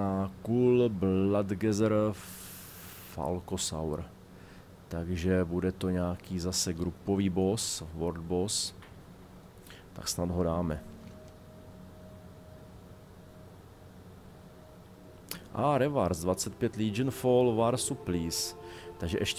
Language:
Czech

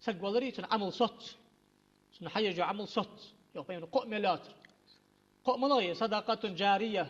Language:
Ingush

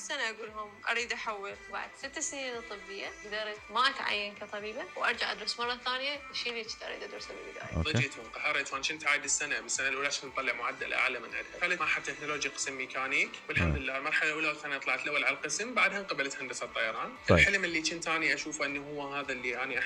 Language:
Mesopotamian Arabic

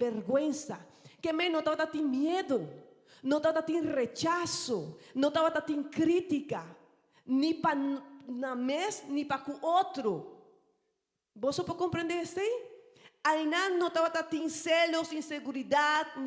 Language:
Papiamento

